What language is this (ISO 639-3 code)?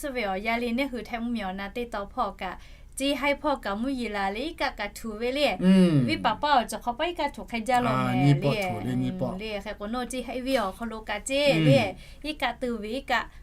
lhu